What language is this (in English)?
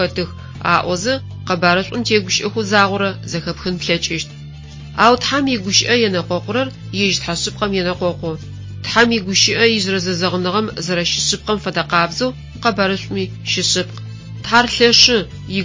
Adyghe